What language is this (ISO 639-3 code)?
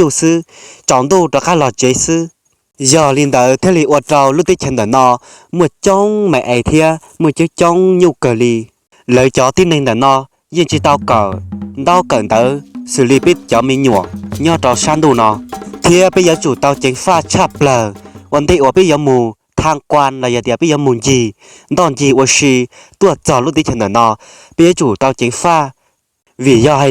hmn